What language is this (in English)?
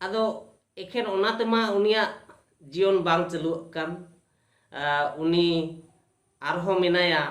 Santali